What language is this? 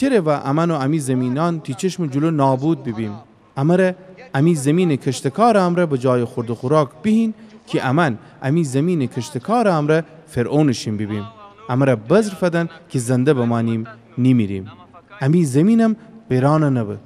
Gilaki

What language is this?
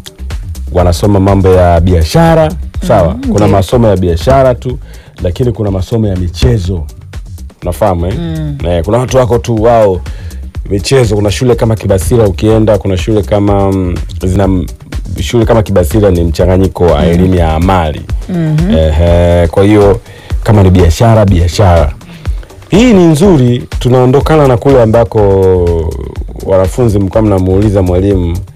Swahili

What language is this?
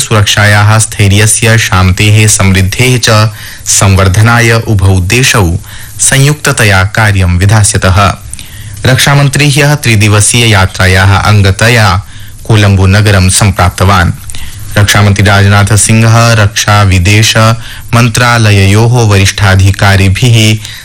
Sanskrit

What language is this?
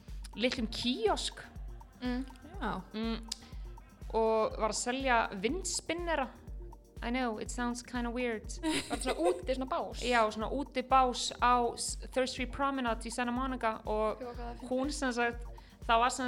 Icelandic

